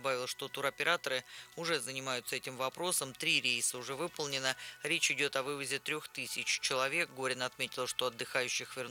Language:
Russian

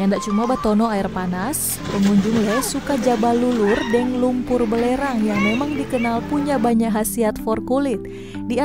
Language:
Manado Malay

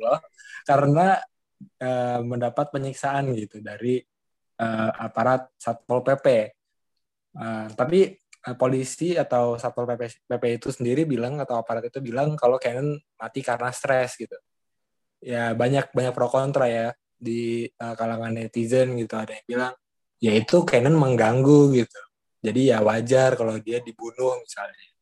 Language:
Indonesian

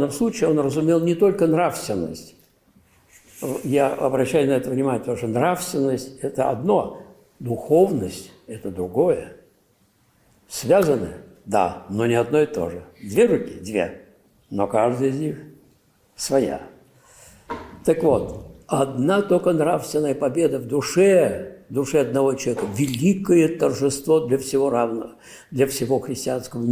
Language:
Russian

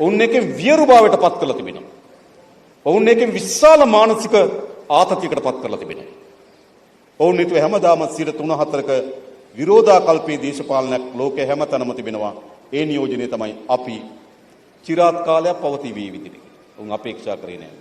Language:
Sinhala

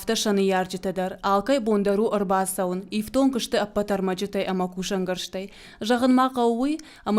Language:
Ossetic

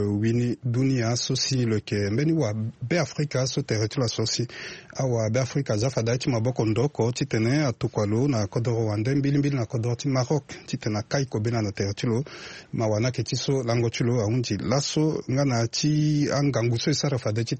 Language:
Sango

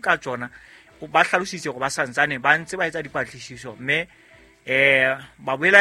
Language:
Southern Sotho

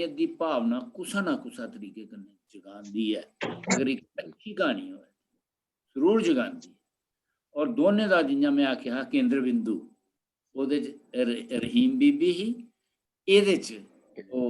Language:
Dogri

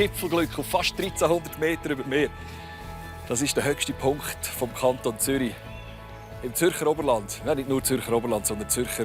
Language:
Swiss German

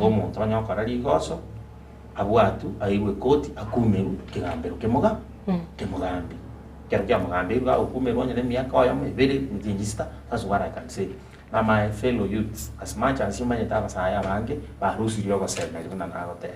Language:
Gusii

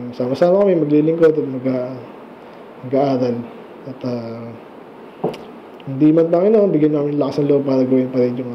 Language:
Filipino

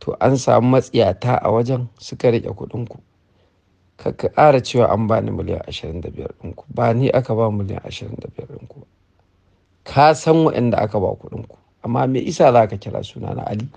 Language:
Hausa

